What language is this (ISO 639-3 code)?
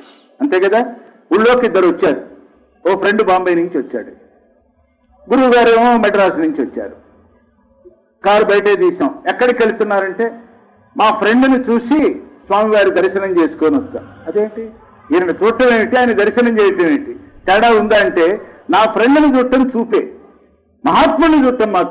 tel